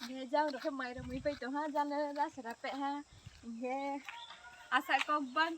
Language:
Riang (India)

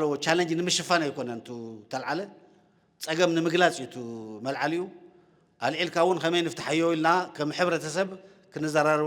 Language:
Tigrinya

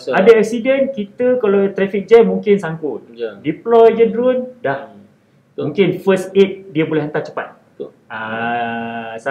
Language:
Malay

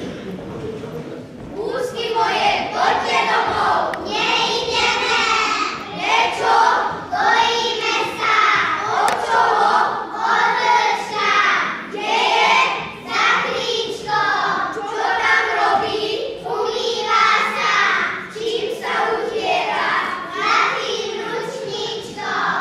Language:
Slovak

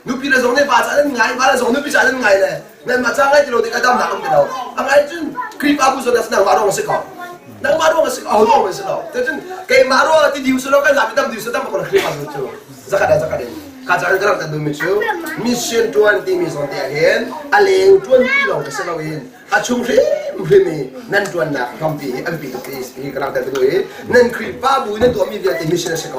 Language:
Hakha Chin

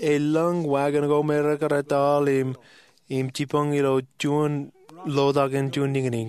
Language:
Marshallese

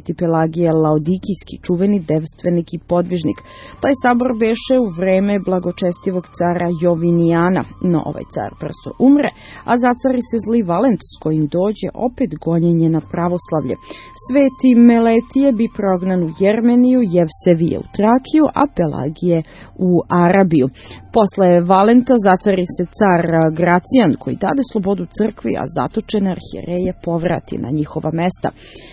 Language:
Serbian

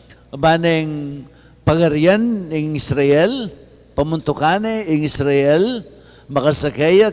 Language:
Pampanga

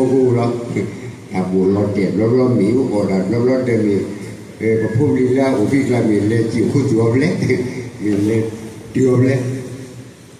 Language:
S'gaw Karen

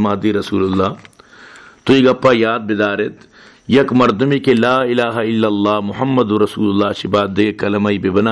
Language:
Baluchi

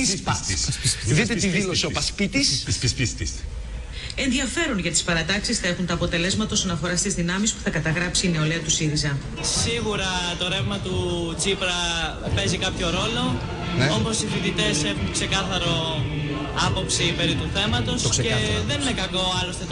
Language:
Greek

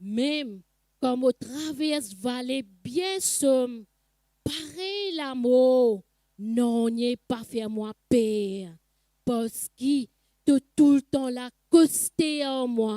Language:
Morisyen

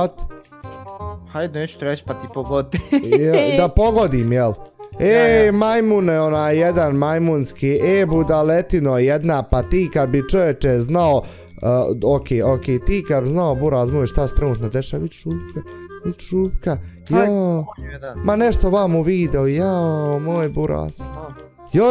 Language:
Bosnian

